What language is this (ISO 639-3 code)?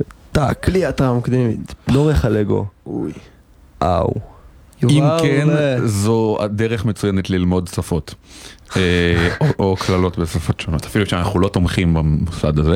heb